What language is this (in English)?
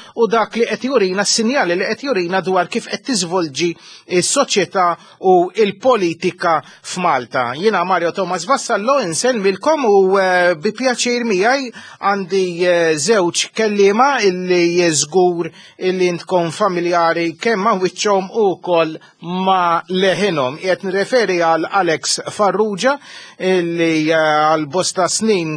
Maltese